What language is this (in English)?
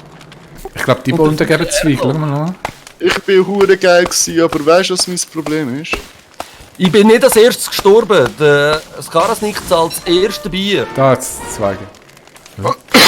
Swiss German